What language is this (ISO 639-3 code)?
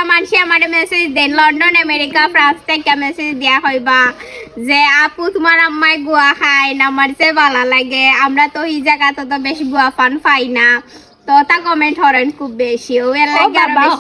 syl